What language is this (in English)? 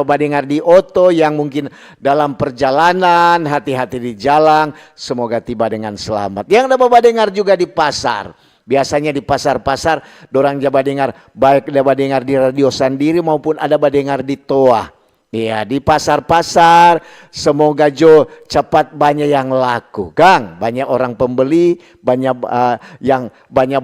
Manado Malay